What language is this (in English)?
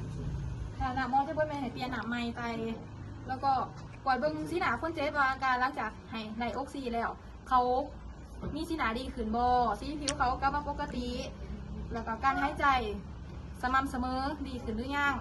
Lao